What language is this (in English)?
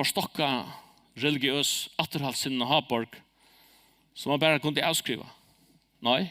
Faroese